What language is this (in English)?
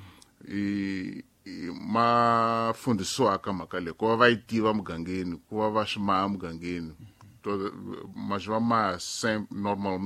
Tsonga